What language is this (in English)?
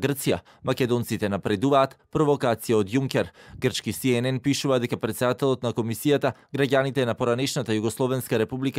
Macedonian